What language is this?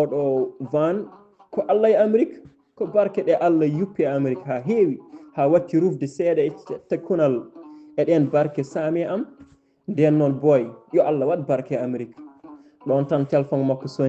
Fula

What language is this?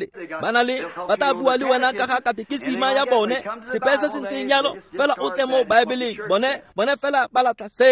Tswana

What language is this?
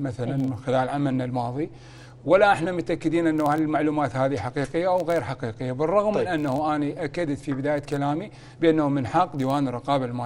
Mesopotamian Arabic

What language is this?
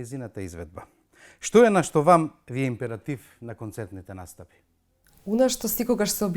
Macedonian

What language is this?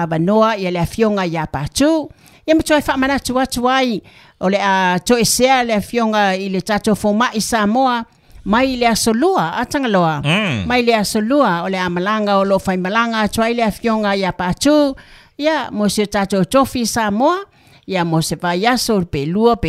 Samoan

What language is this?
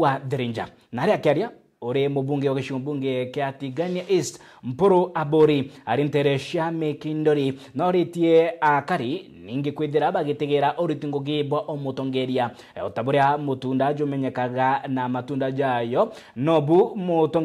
Meru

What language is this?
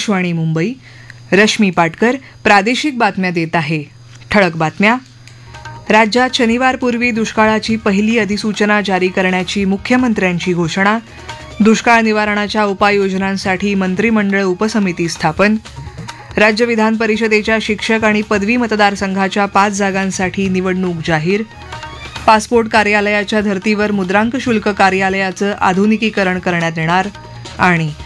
Marathi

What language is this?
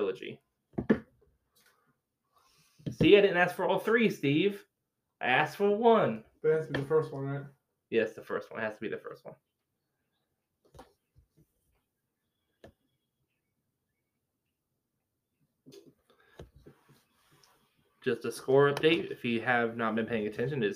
English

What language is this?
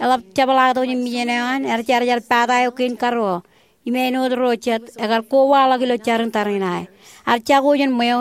Marshallese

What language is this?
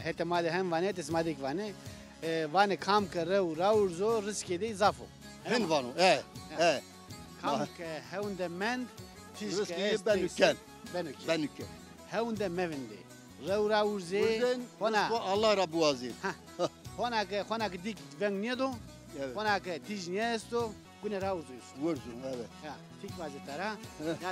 Zaza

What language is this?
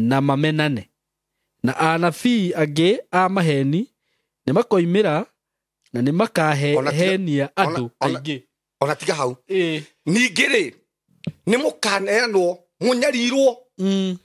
Kikuyu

